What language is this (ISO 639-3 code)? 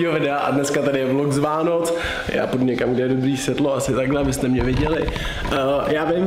ces